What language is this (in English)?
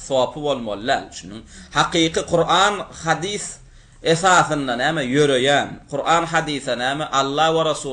Turkmen